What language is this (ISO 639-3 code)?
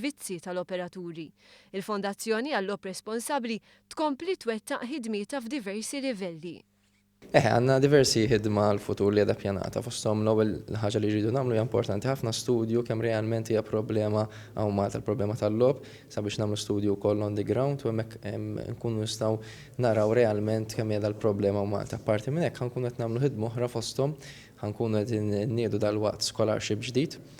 mlt